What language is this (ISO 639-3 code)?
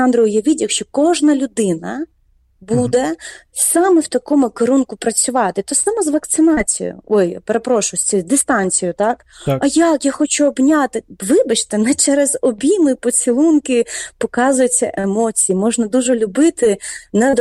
ukr